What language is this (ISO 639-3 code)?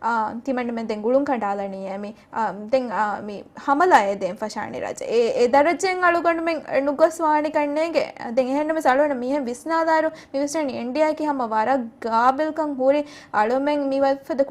div